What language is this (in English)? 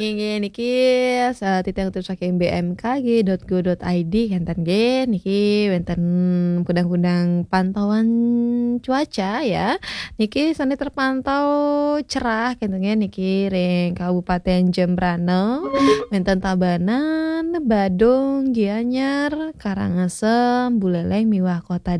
Balinese